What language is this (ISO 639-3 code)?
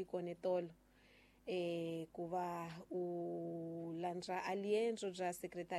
tso